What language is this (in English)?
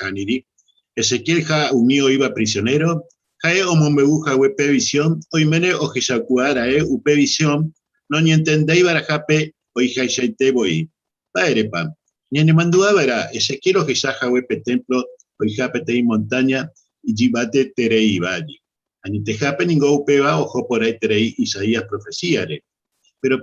Guarani